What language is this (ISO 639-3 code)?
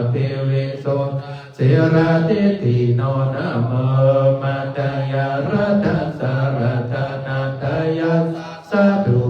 pli